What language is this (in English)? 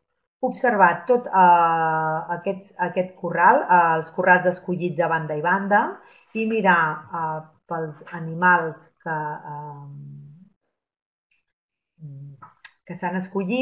Catalan